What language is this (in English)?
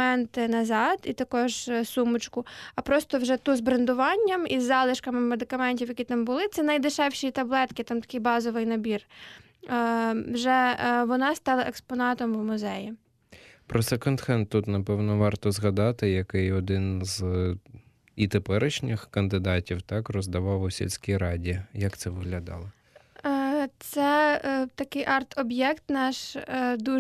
Ukrainian